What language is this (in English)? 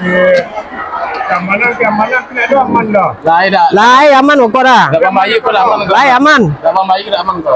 Minangkabau